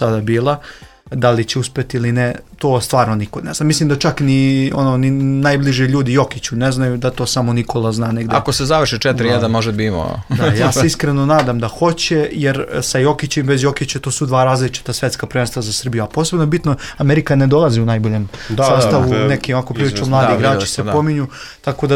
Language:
Serbian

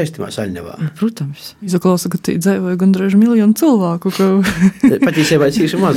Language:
Latvian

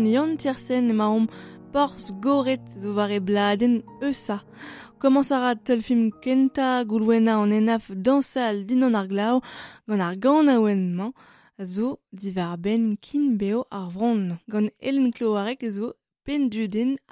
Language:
Breton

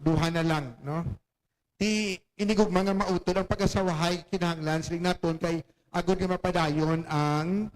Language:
Hiligaynon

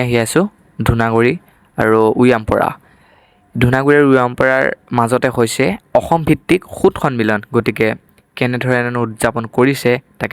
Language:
Assamese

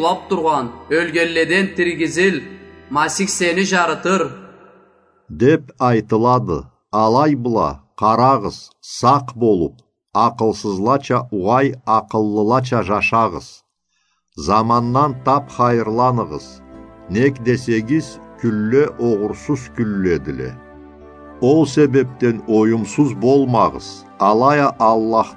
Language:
Karachay-Balkar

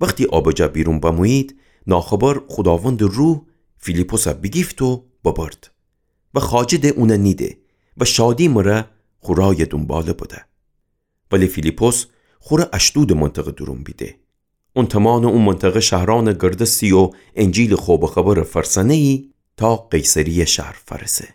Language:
Gilaki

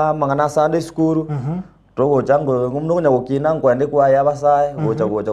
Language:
Gusii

